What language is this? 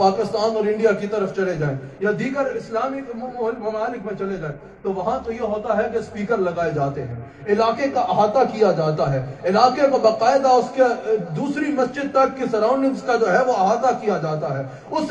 Urdu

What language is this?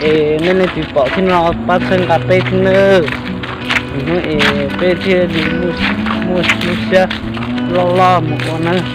Hmong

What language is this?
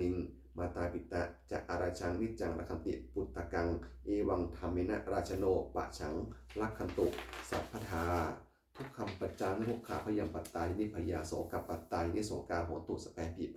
Pali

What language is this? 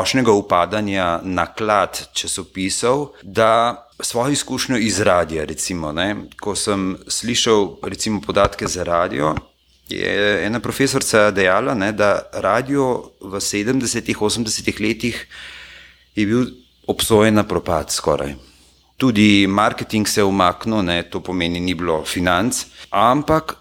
Slovenian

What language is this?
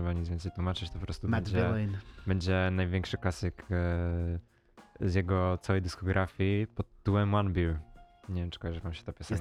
Polish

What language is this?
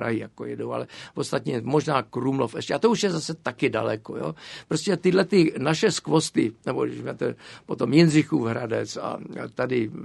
Czech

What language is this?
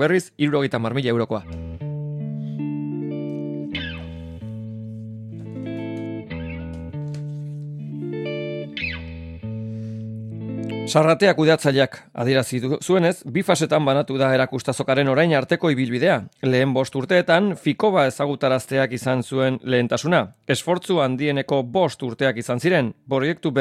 Basque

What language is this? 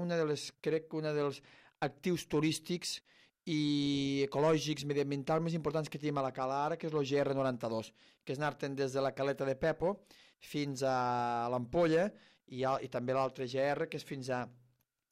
Catalan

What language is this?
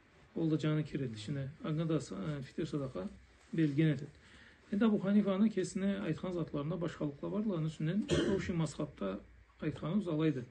Karachay-Balkar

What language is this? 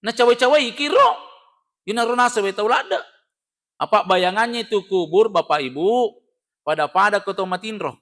Buginese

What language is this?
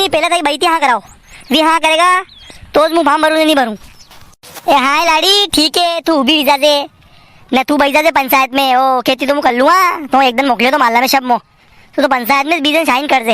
Rajasthani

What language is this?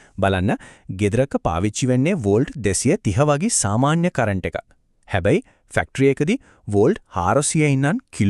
Sinhala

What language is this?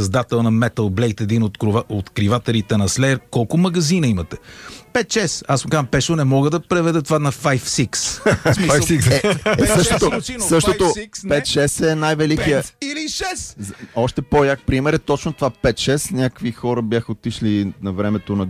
Bulgarian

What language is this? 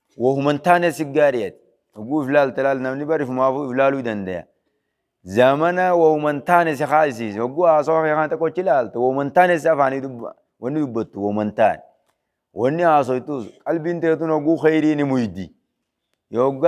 Oromo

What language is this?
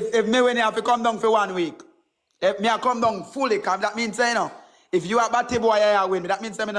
Jamaican Creole English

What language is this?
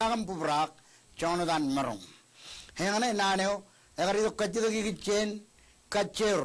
Marshallese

